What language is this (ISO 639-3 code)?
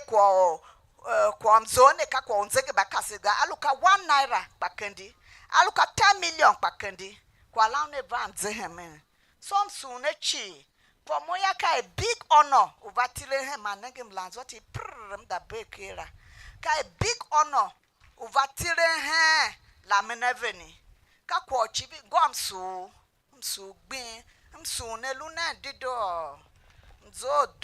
tiv